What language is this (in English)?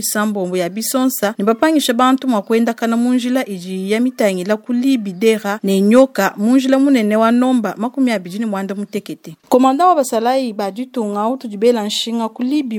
Luba-Lulua